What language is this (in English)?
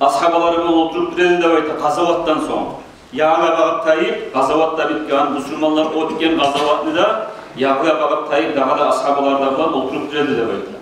Kumyk